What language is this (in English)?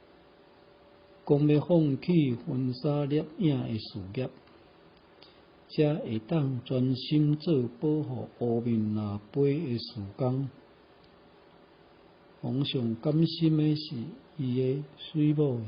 Min Nan Chinese